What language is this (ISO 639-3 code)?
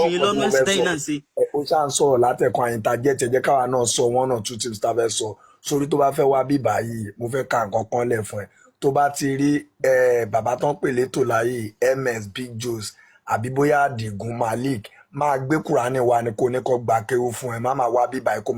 yor